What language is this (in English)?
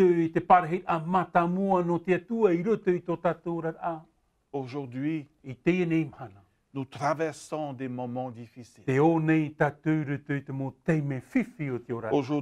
Tahitian